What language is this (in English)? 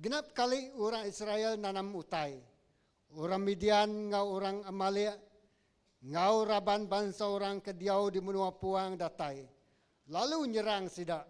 Iban